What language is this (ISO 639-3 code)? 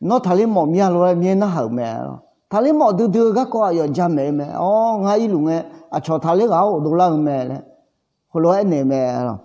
ahk